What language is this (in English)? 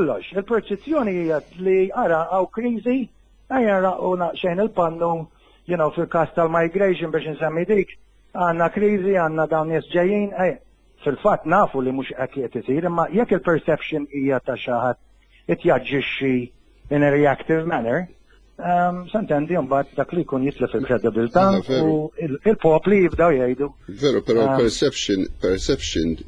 Maltese